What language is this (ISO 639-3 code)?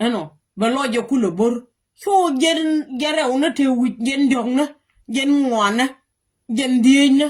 nus